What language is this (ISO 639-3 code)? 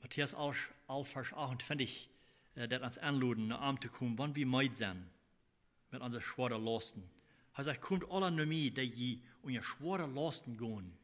pdt